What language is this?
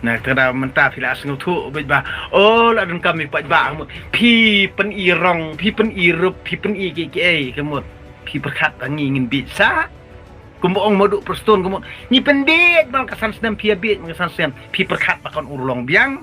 Khasi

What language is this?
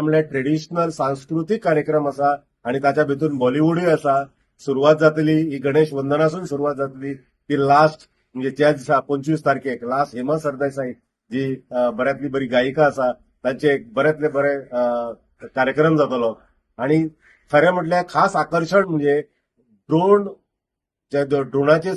Konkani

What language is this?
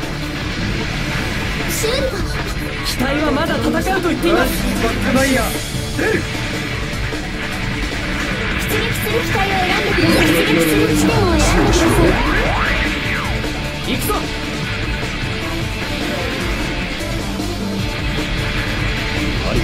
Japanese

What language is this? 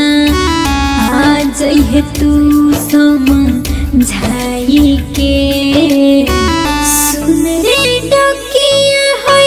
Bhojpuri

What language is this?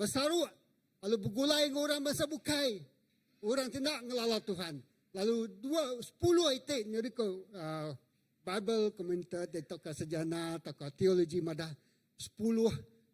Iban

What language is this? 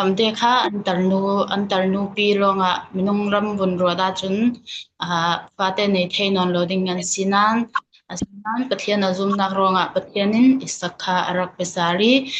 Falam Chin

